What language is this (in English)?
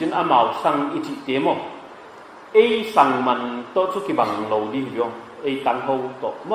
Paite Chin